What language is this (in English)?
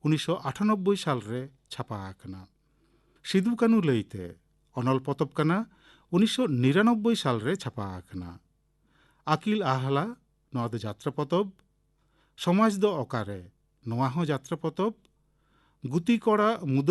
Santali